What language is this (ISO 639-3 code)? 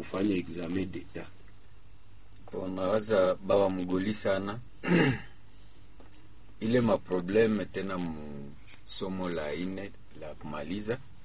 swa